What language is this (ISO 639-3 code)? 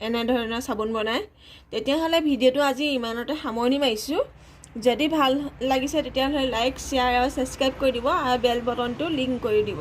asm